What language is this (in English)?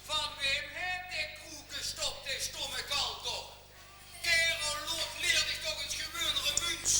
Limburgish